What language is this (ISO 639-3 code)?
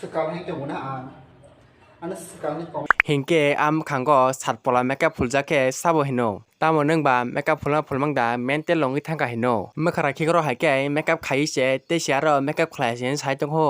trp